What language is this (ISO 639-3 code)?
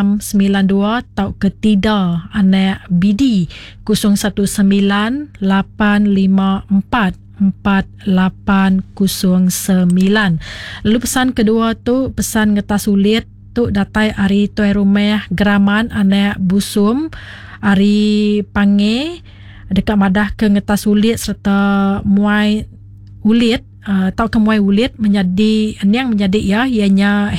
iba